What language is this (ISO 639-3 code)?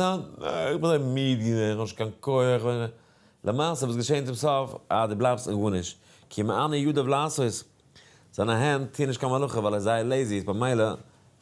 yid